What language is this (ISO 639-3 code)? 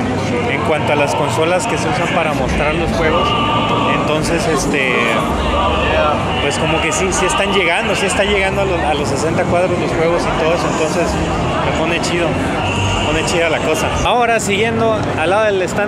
spa